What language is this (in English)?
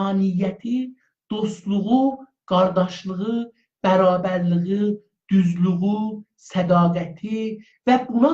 South Azerbaijani